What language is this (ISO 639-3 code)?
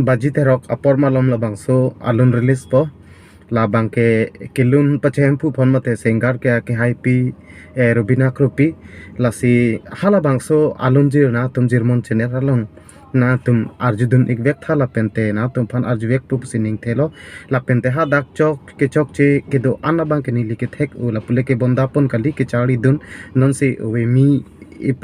mjw